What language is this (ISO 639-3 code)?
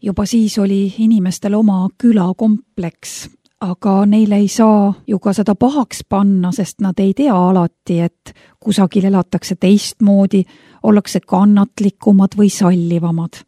est